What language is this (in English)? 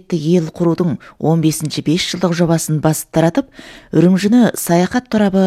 Kazakh